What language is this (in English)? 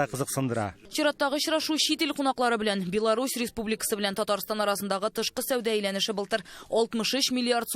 Tatar